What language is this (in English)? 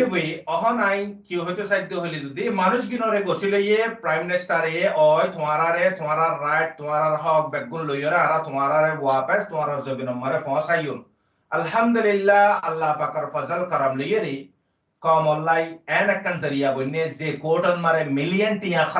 Rohingya